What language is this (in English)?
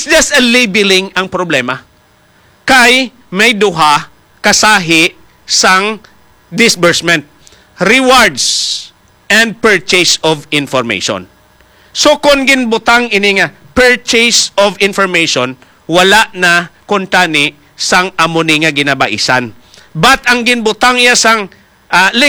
Hiligaynon